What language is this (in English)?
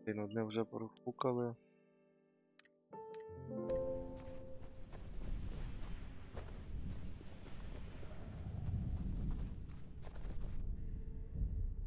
Ukrainian